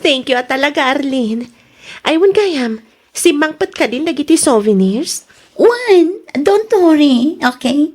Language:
Iloko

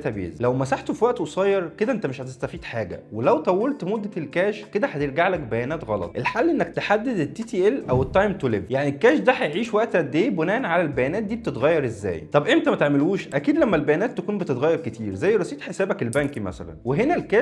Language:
Egyptian Arabic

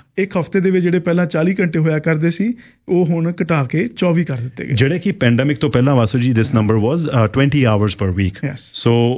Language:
Punjabi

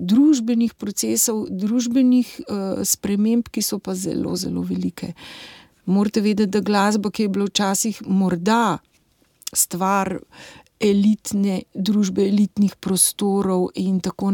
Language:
Slovenian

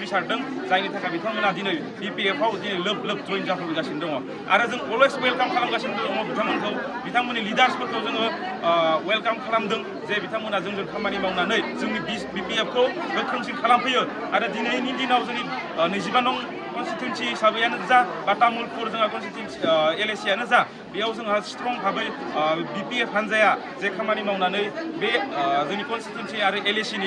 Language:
Bodo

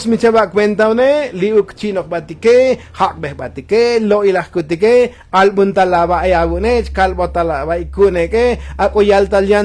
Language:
Tzotzil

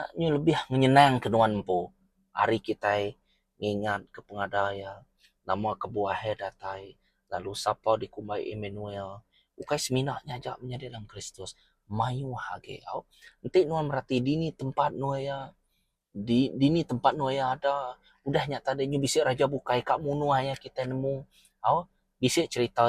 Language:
Iban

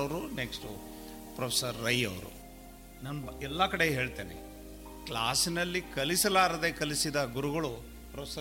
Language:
Kannada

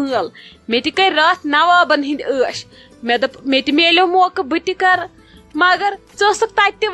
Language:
Kashmiri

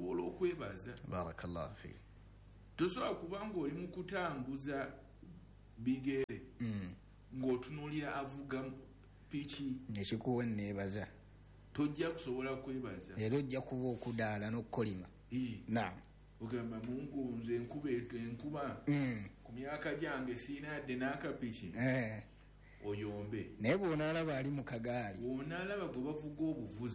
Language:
Ganda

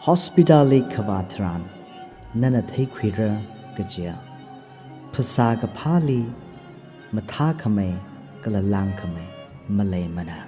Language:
Tangkhul Naga (India)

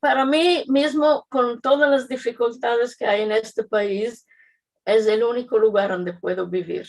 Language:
Ladino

